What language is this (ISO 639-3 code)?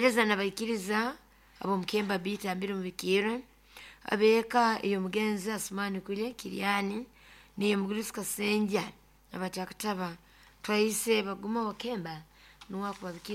nyo